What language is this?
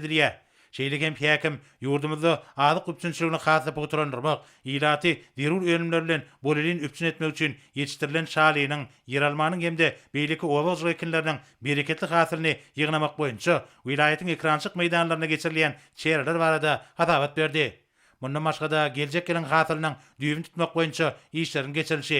Turkmen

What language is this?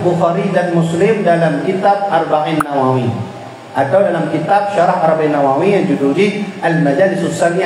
Achinese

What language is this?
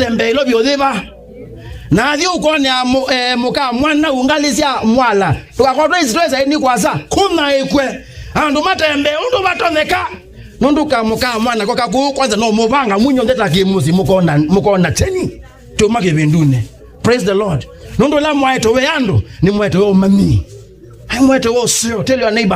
Kamba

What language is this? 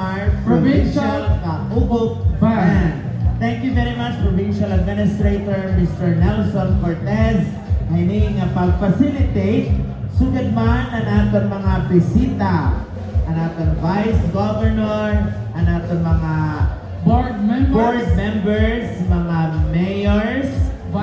Waray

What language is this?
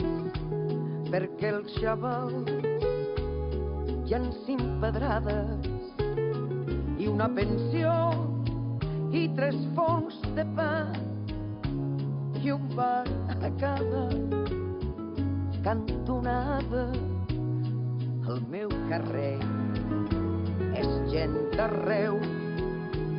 Catalan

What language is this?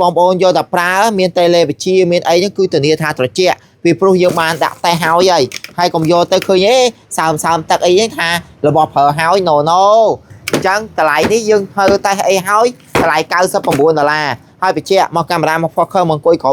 Khmer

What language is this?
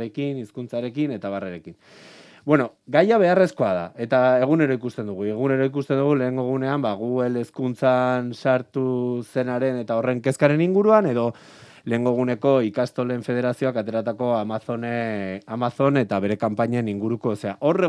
Basque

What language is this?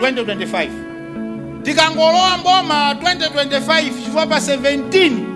Nyanja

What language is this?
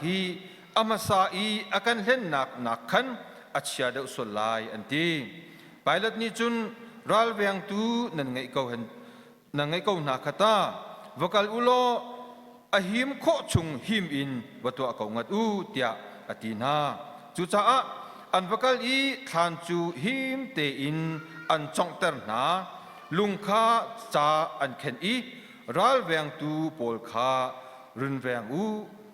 Hakha Chin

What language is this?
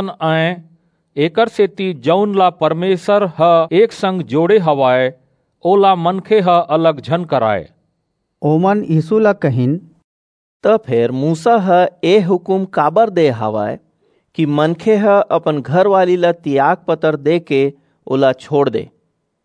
Chhattisgarhi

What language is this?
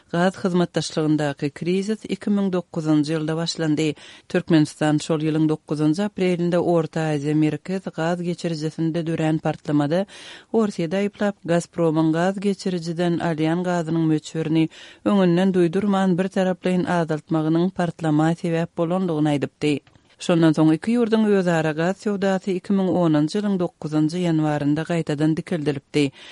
Kyrgyz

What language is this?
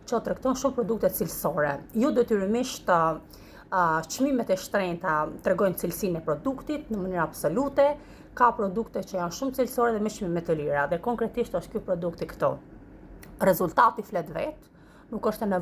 Albanian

